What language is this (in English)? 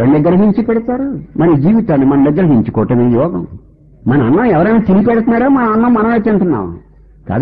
Telugu